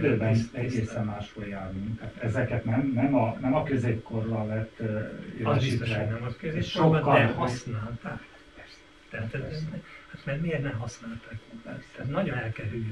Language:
Hungarian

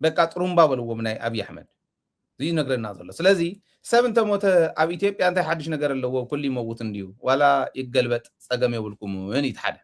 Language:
Tigrinya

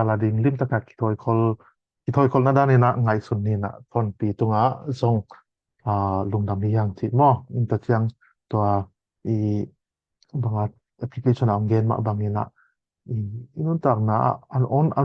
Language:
Tedim Chin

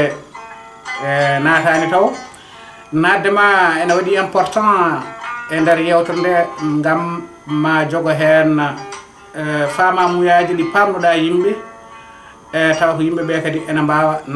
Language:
Fula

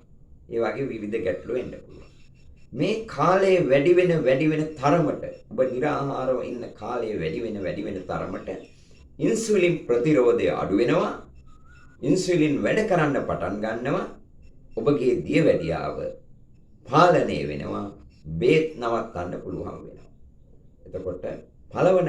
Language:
Sinhala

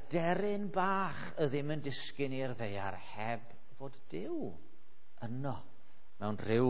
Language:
Welsh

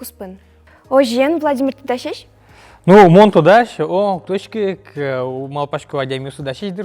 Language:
Udmurt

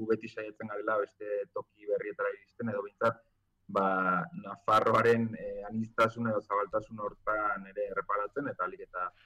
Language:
Basque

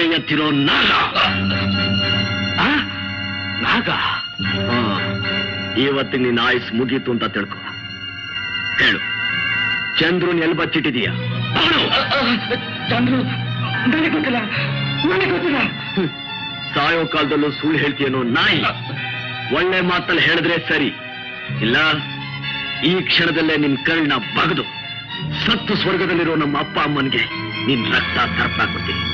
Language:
Kannada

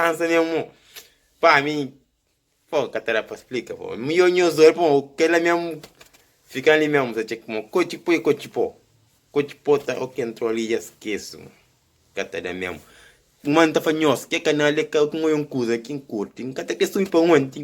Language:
Kabuverdianu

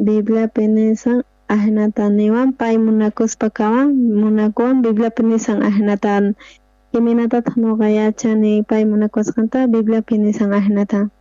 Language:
South Bolivian Quechua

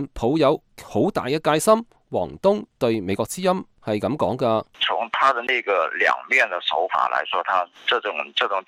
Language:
Cantonese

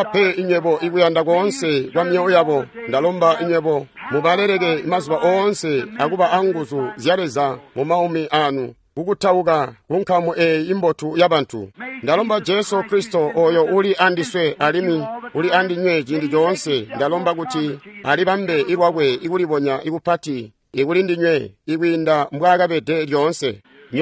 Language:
Tonga (Zambia)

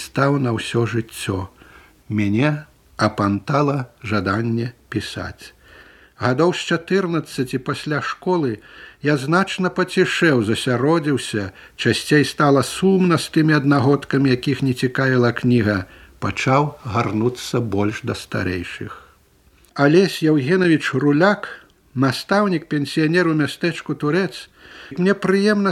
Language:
Belarusian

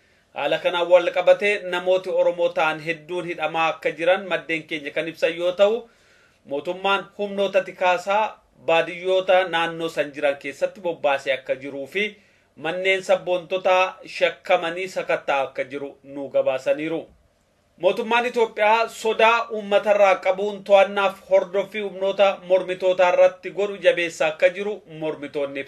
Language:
Oromo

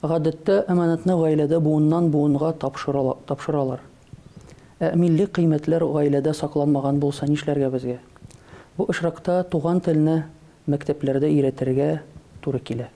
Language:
Tatar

